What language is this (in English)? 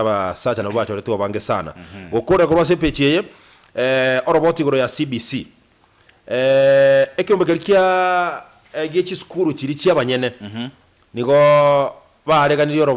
Gusii